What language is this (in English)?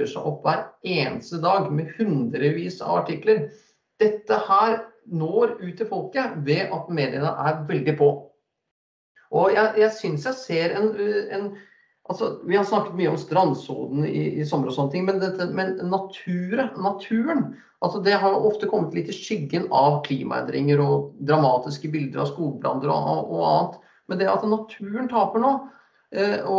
Norwegian